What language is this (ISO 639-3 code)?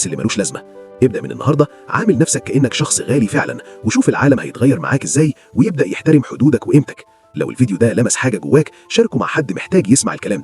arz